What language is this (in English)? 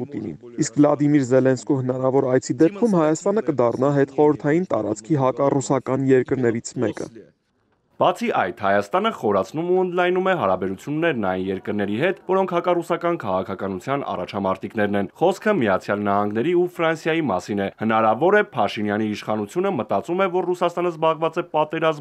Armenian